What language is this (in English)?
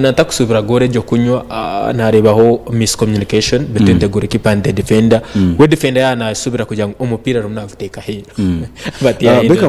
Nyankole